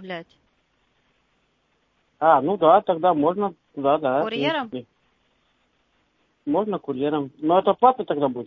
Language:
Russian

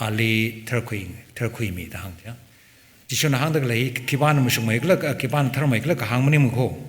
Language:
Tangkhul Naga (India)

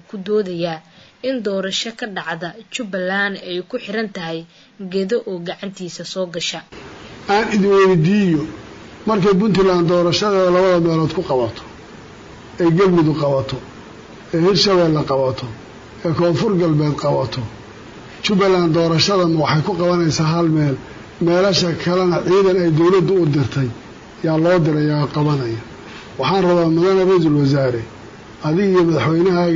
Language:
Somali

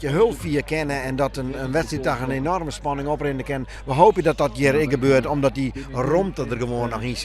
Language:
Western Frisian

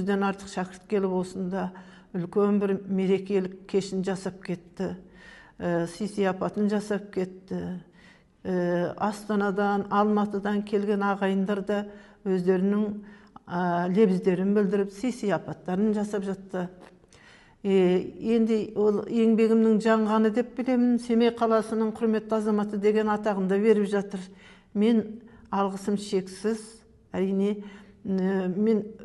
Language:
Kazakh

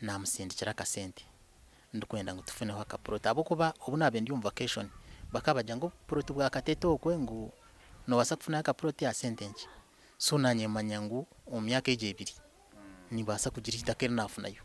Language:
Nyankole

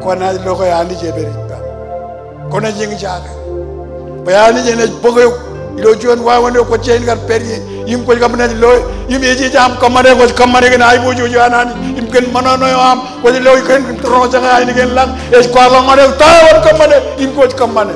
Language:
Marshallese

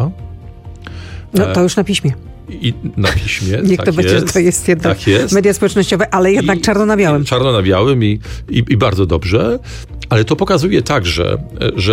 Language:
Polish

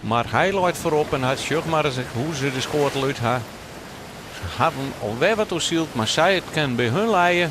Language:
Western Frisian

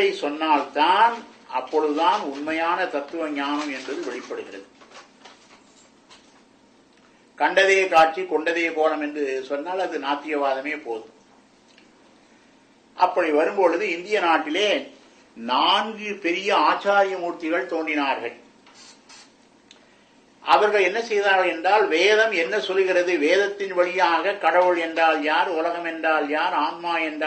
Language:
Tamil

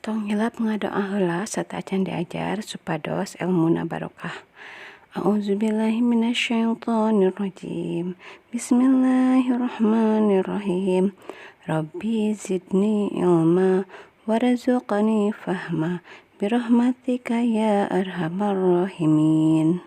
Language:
Sundanese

